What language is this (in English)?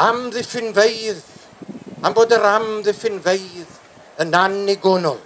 Welsh